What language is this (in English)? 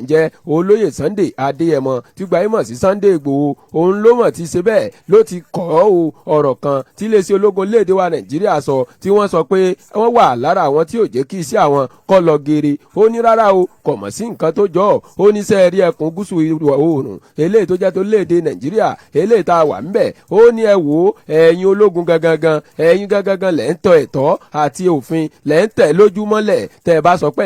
Yoruba